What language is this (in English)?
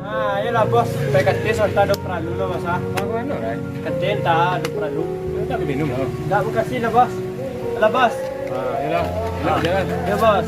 Minangkabau